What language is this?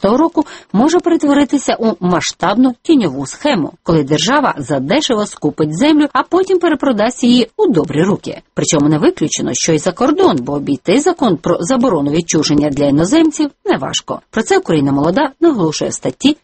Ukrainian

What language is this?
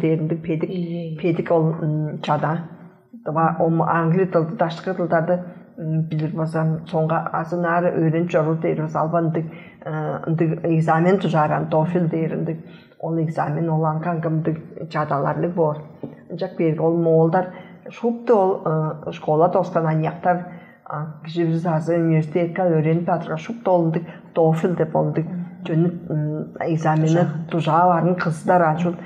Tuvinian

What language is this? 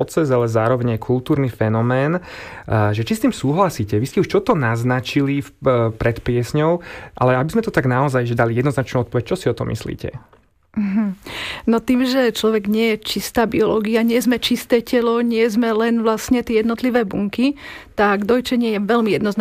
Slovak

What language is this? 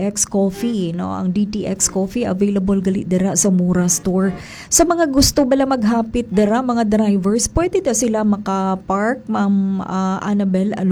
Hiligaynon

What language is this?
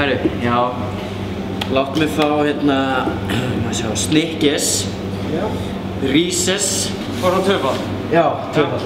Icelandic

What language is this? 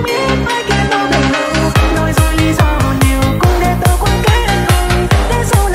Vietnamese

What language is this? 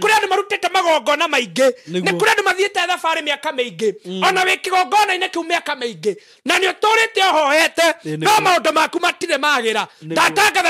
Kikuyu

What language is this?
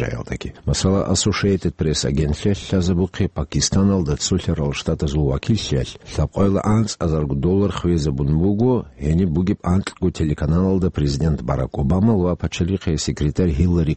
Avaric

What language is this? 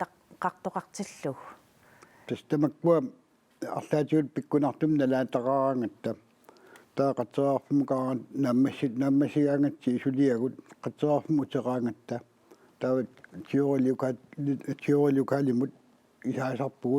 Kalaallisut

